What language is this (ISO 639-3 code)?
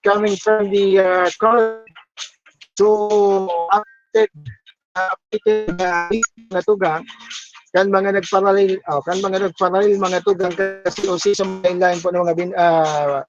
bik